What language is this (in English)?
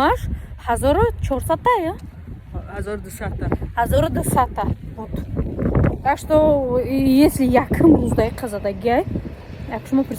Tajik